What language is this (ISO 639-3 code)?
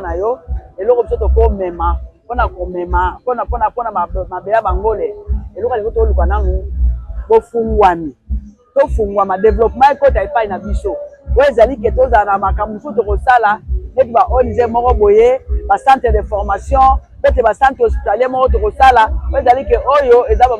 lin